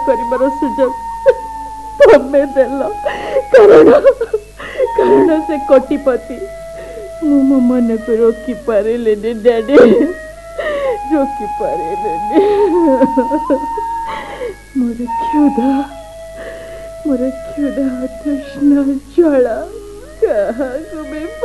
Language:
Odia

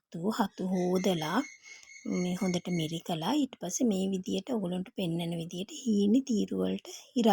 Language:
Sinhala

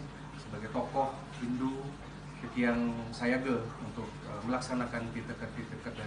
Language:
Indonesian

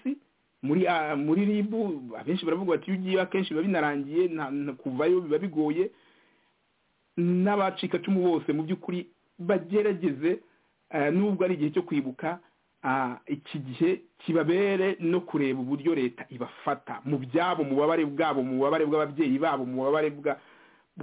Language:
Kinyarwanda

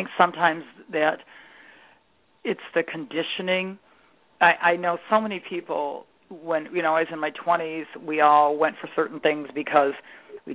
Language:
English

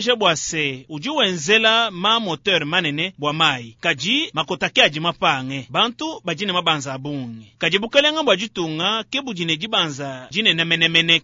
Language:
Luba-Lulua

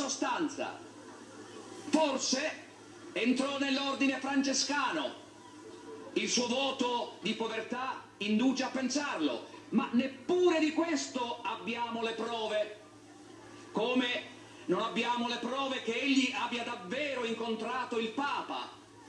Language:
Italian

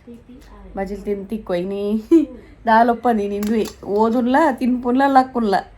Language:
Tulu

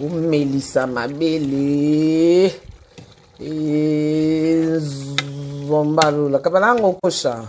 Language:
Lingala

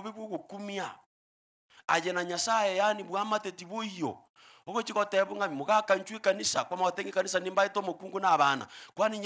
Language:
Gusii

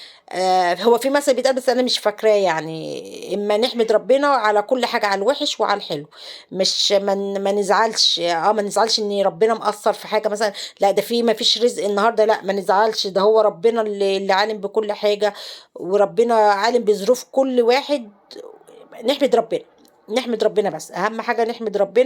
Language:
Egyptian Arabic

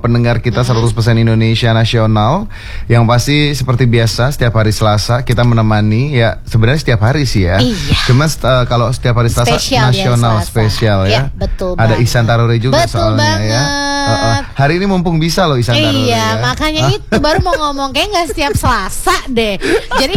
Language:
Indonesian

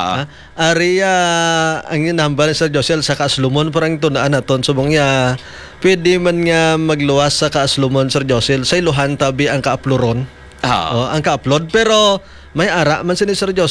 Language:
Hiligaynon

